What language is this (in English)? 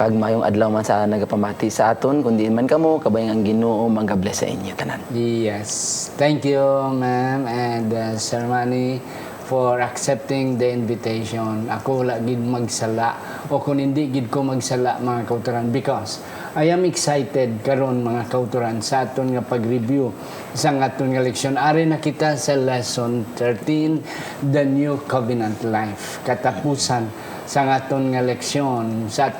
Hiligaynon